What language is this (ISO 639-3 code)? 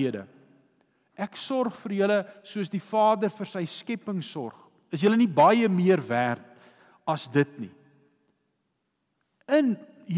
afr